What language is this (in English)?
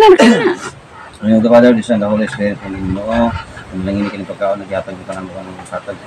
Cebuano